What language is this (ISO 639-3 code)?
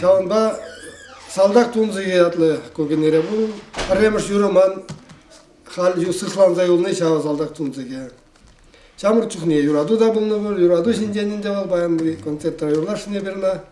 chv